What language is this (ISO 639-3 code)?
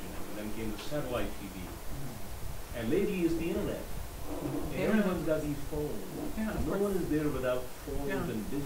eng